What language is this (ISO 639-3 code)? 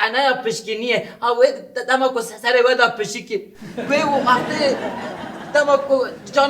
kur